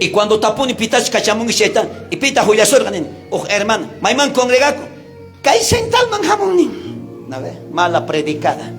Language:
South Bolivian Quechua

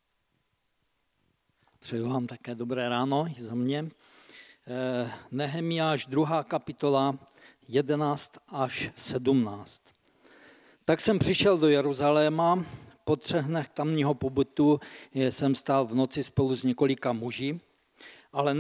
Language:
Czech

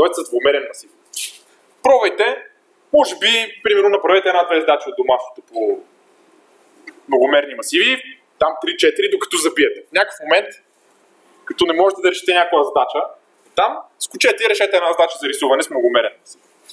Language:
Bulgarian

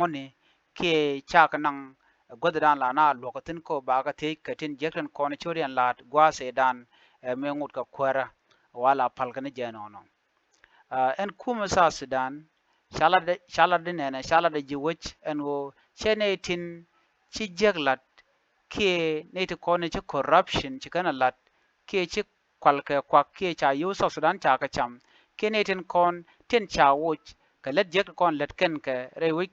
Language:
Nuer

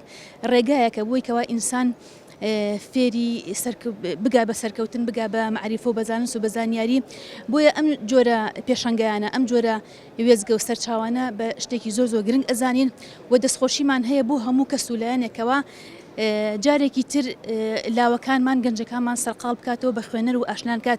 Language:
Central Kurdish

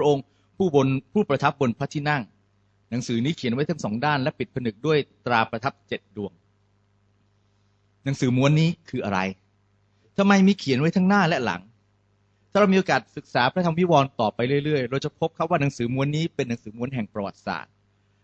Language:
Thai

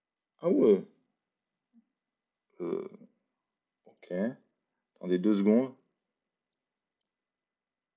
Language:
French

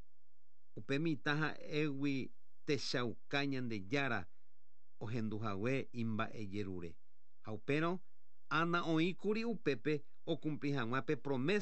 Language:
Guarani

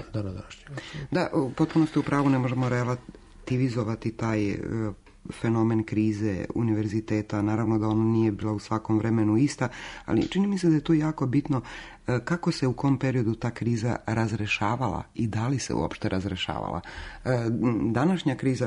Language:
Serbian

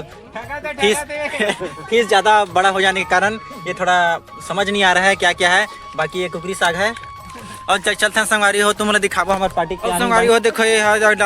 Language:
Chhattisgarhi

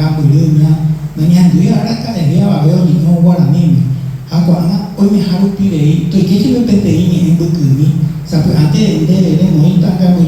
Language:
Guarani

